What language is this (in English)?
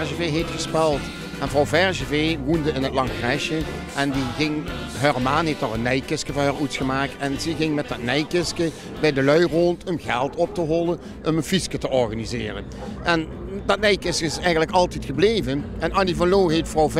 Limburgish